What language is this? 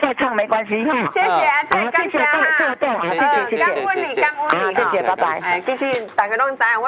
Min Nan Chinese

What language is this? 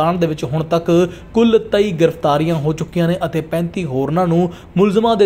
Punjabi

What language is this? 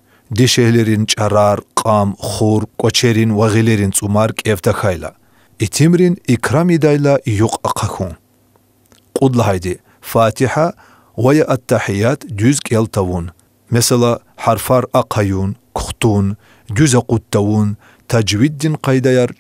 Lezghian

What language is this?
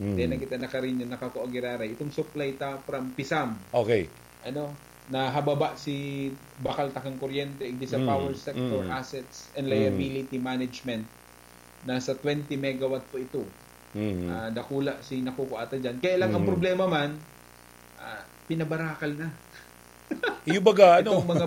Bikol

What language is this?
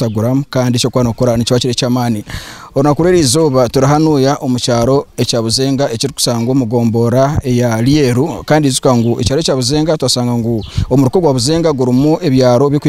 Nyankole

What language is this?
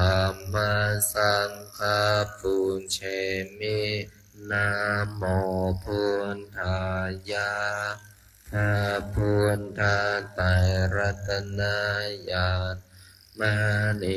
Pali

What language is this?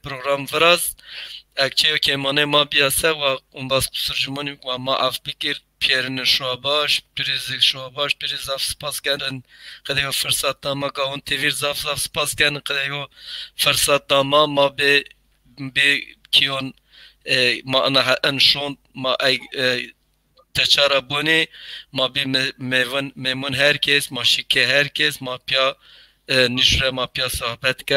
Zaza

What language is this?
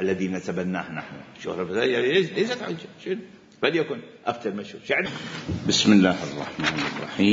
Mesopotamian Arabic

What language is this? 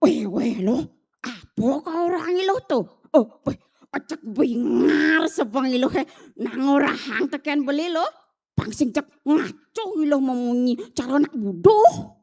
Balinese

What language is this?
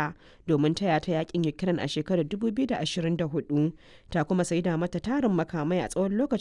Hausa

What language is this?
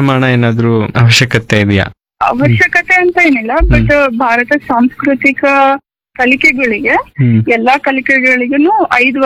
Kannada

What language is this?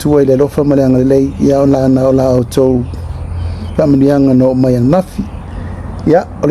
Samoan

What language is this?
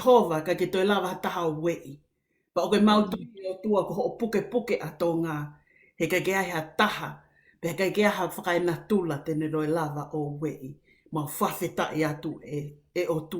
Tongan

